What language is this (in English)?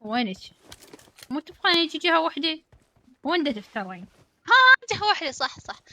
Mesopotamian Arabic